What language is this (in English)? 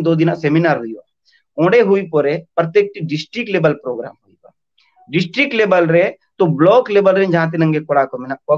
Santali